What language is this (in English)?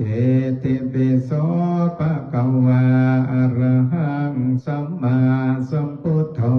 Pali